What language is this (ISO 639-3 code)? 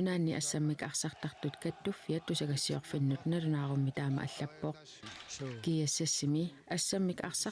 kal